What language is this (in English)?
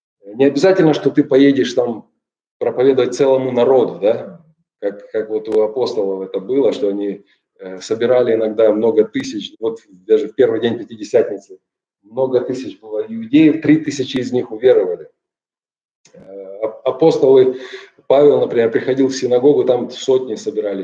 Russian